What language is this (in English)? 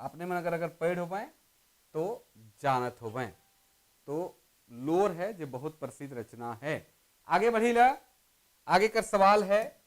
Sadri